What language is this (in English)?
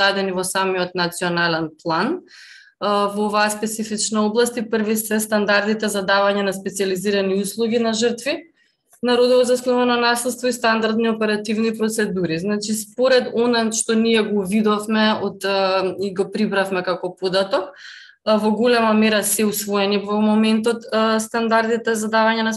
Macedonian